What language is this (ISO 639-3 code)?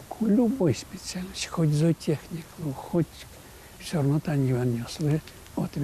udm